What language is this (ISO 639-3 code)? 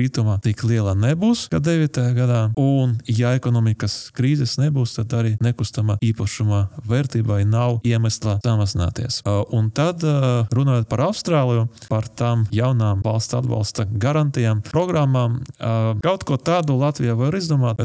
lav